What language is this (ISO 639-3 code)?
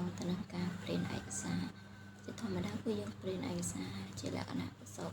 khm